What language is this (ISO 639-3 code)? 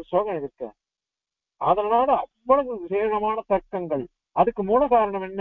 tam